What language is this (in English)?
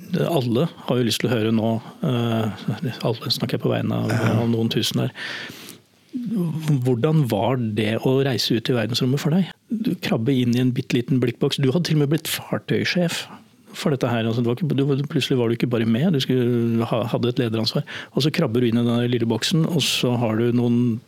Norwegian